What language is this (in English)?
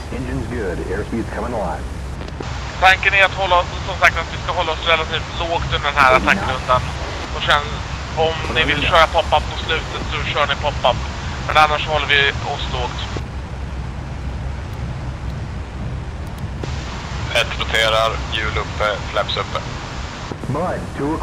Swedish